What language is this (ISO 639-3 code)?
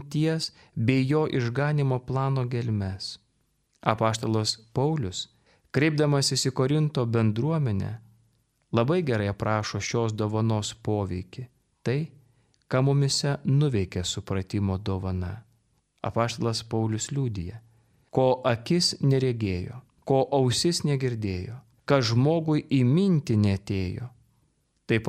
lit